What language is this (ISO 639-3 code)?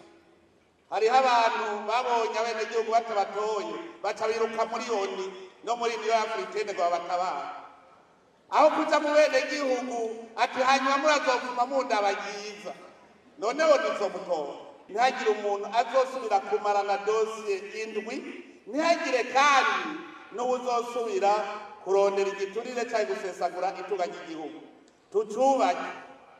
run